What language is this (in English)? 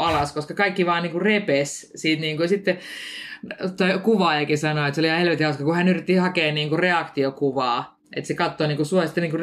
Finnish